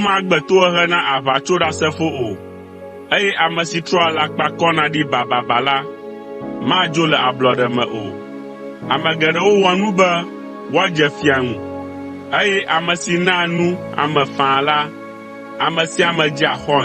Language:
Ewe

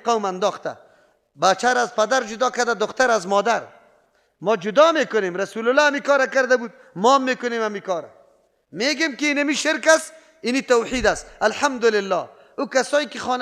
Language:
Persian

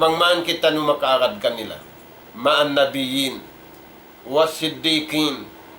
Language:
Tausug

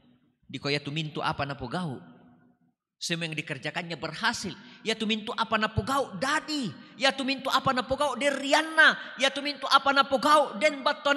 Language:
Toraja-Sa'dan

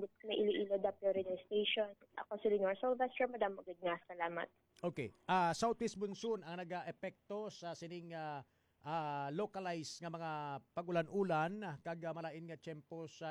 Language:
Hiligaynon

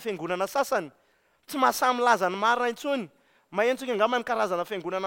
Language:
Malagasy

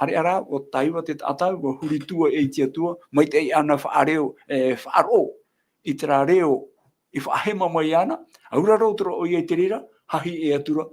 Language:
Tahitian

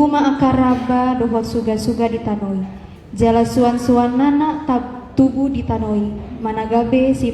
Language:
Batak Toba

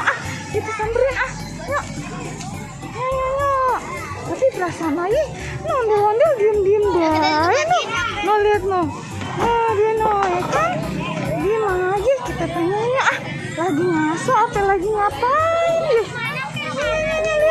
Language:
Betawi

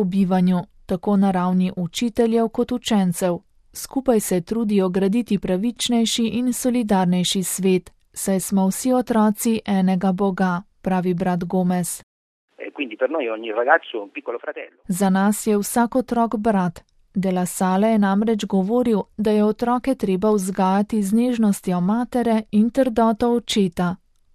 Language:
Slovenian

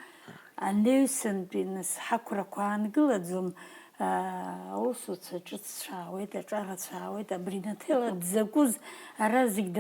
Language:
Abkhazian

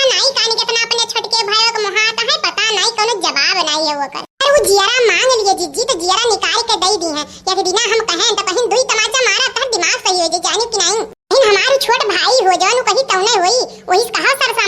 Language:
Awadhi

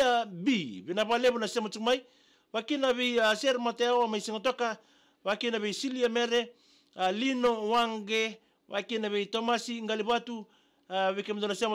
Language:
Fijian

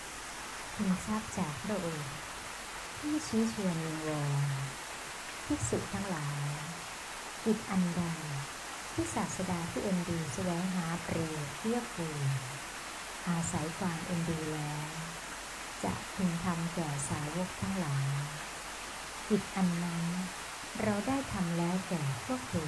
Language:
Thai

